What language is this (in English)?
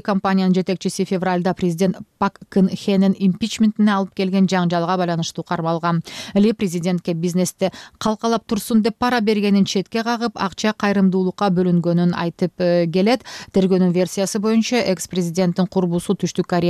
Kyrgyz